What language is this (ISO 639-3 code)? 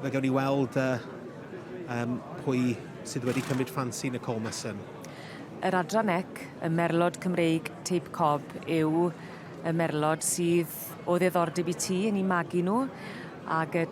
cym